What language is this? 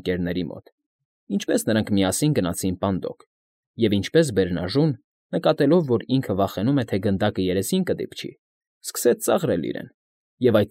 Armenian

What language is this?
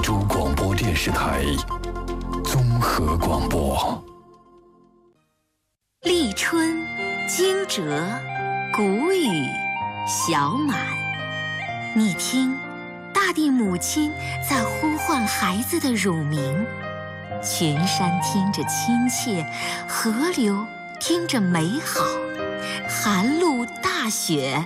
Chinese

